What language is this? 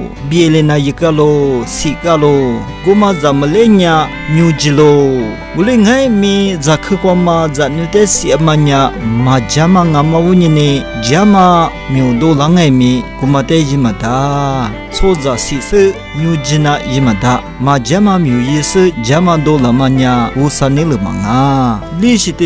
Lisu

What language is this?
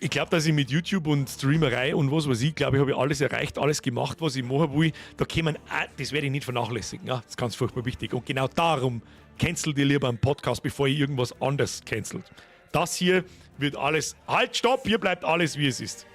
Bavarian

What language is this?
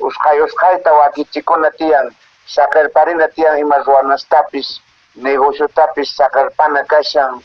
Quechua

